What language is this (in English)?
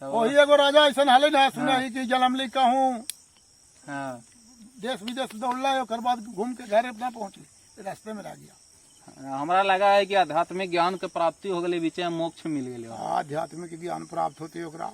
Magahi